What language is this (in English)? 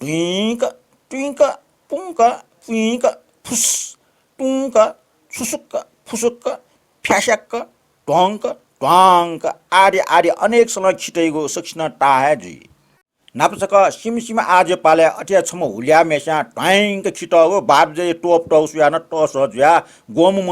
Newari